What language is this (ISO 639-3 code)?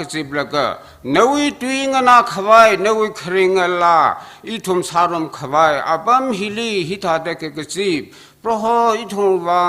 nmf